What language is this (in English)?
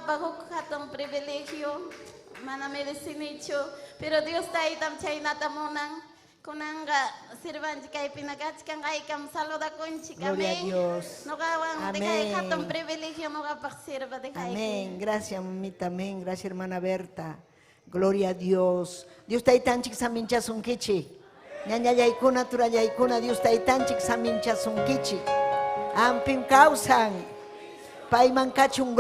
Ayacucho Quechua